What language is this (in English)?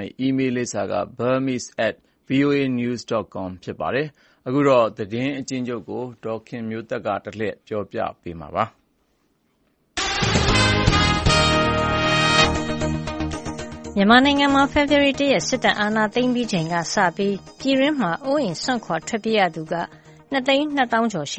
Burmese